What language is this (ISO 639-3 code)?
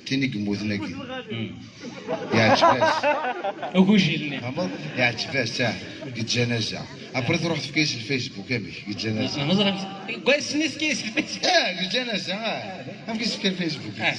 kab